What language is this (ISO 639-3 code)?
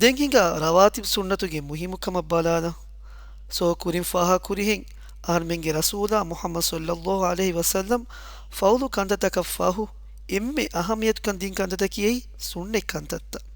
div